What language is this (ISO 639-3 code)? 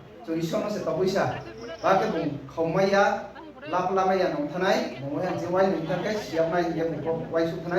ria